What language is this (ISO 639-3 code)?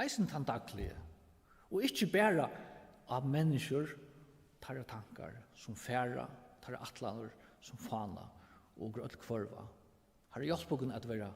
fao